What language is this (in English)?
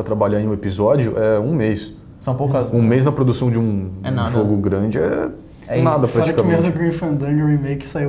Portuguese